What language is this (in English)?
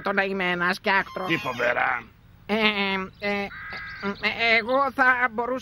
Greek